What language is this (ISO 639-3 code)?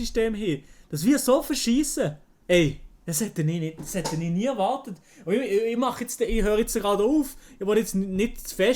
gsw